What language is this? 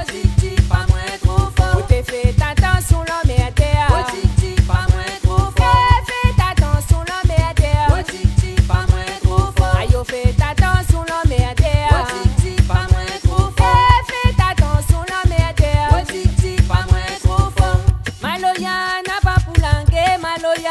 Réunion Creole French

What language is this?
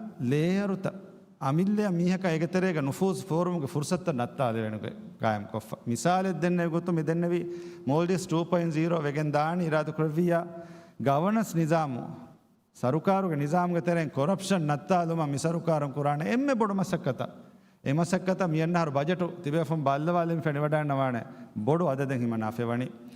Divehi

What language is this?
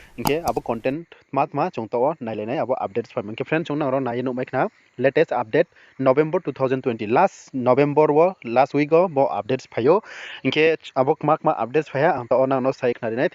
Riang (India)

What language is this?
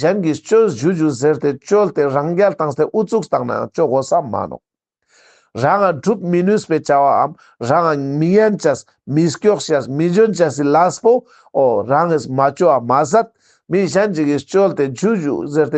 Ladakhi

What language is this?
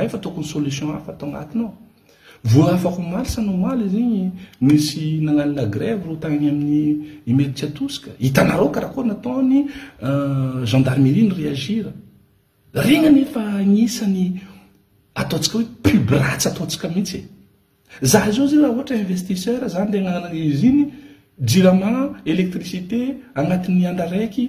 Malagasy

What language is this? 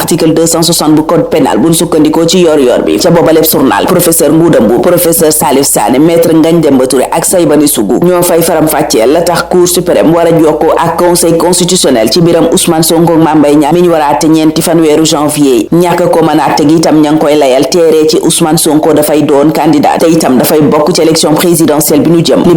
Wolof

